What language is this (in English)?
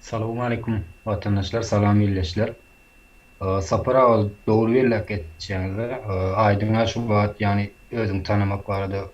Turkmen